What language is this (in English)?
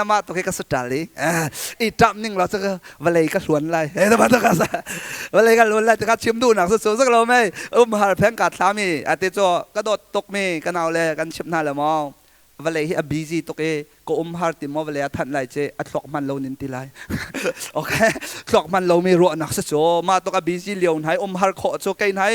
Hakha Chin